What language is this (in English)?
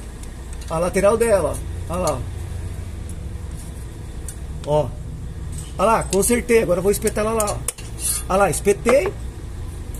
Portuguese